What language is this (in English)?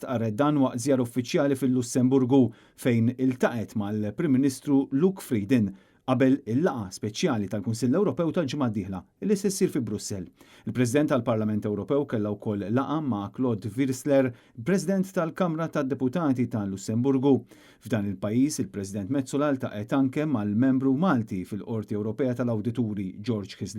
Maltese